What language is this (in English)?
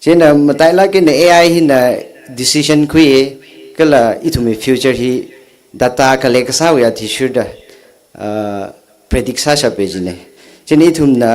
Tangkhul Naga (India)